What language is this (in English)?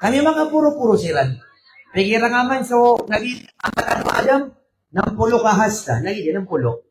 Maranao